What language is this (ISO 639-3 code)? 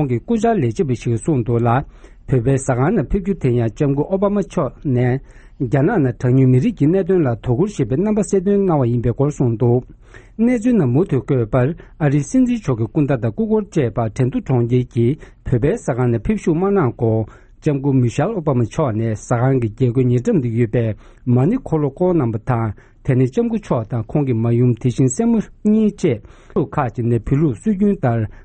bod